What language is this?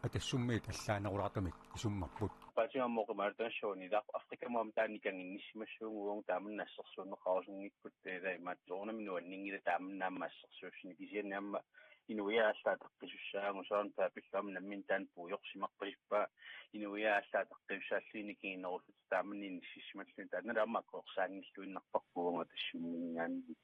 Kalaallisut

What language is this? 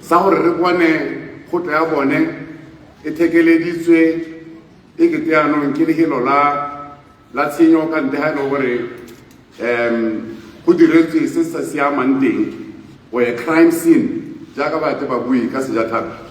Tswana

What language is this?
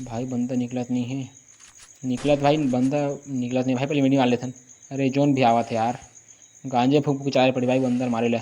Chhattisgarhi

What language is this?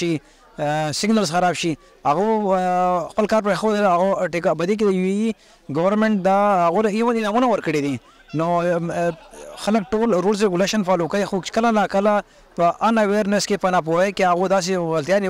Pashto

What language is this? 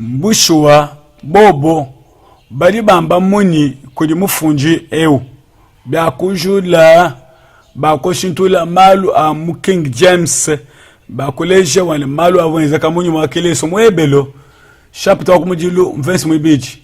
Luba-Lulua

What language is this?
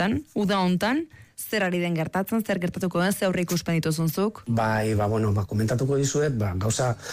Basque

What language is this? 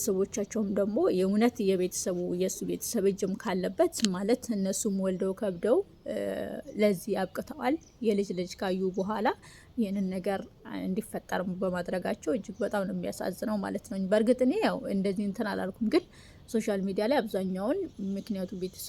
Amharic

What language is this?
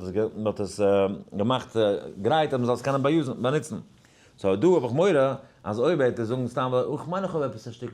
Yiddish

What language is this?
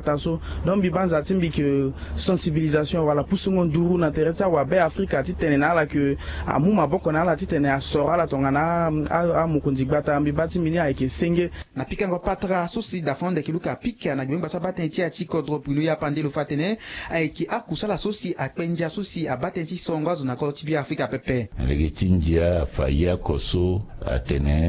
Sango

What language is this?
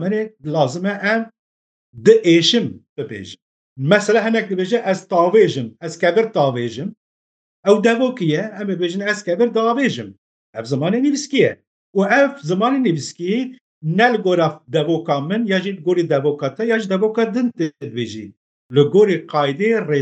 Kurdish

